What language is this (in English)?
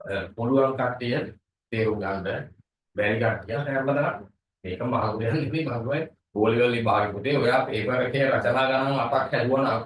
Sinhala